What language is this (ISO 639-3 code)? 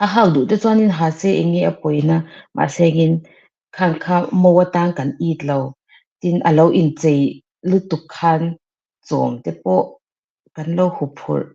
lus